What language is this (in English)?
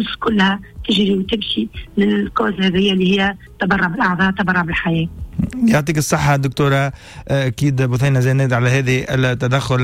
Tunisian Arabic